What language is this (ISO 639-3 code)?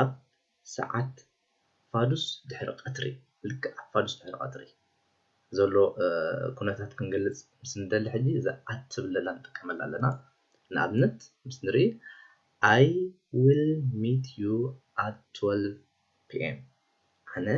tir